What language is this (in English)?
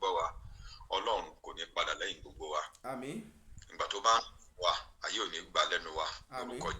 Yoruba